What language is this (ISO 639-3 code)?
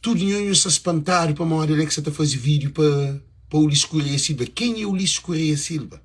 kea